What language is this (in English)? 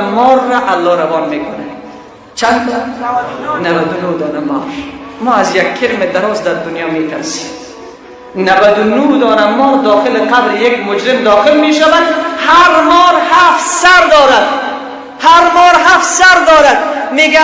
Persian